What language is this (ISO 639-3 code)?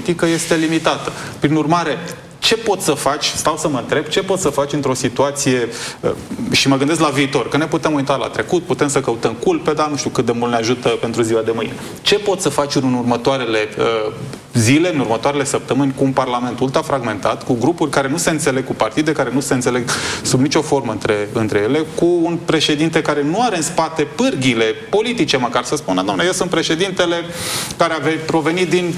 ron